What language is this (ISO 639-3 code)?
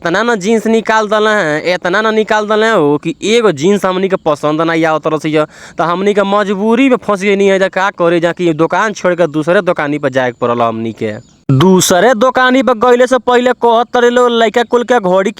bho